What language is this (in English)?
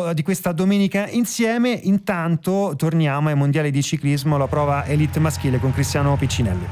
Italian